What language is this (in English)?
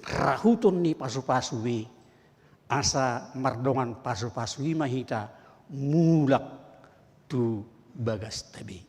Batak Toba